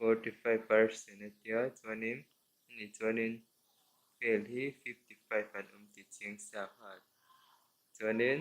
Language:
Mizo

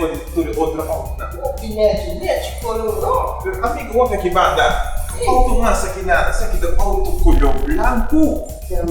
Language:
Papiamento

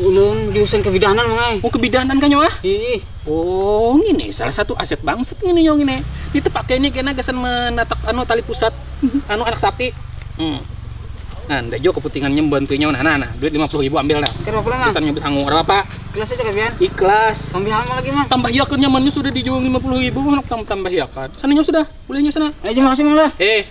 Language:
Banjar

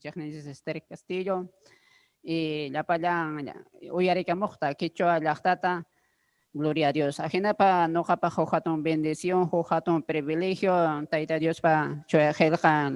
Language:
Ayacucho Quechua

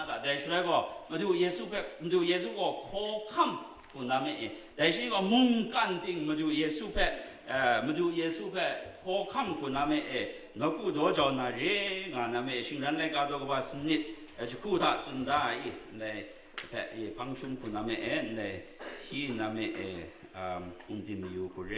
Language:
Kachin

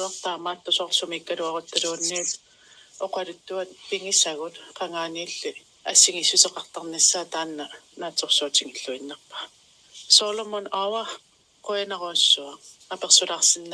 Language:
Kalaallisut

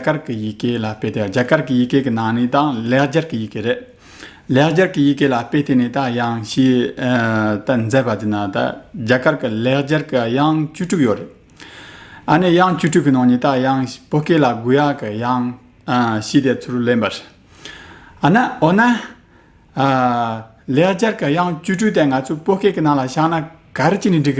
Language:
Tibetan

